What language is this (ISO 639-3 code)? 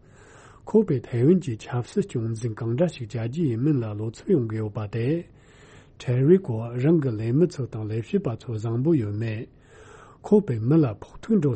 bod